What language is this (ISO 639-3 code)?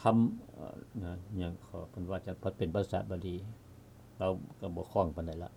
lao